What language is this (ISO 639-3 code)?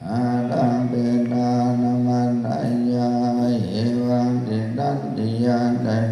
pli